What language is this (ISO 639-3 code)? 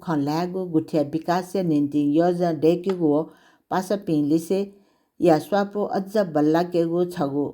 new